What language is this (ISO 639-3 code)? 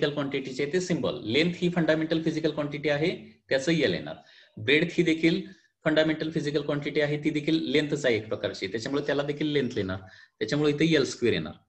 mar